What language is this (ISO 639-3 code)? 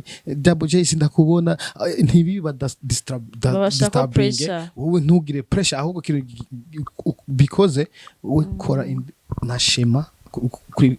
run